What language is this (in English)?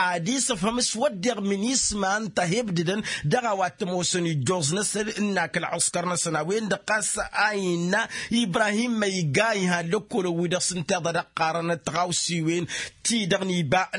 Tamasheq